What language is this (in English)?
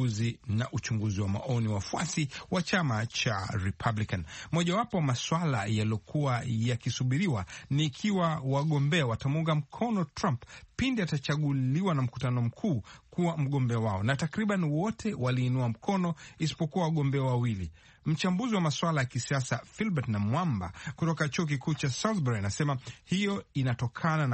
Swahili